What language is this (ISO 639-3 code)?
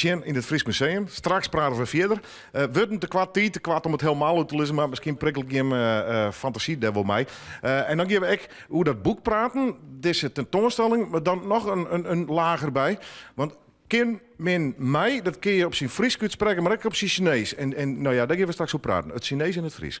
fry